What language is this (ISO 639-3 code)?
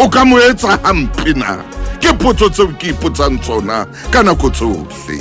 sot